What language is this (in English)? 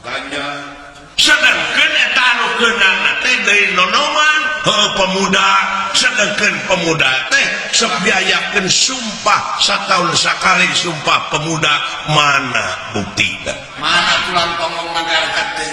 Sundanese